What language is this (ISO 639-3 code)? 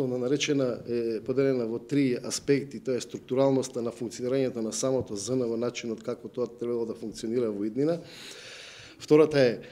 mkd